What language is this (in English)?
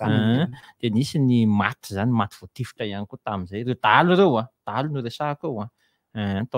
Malagasy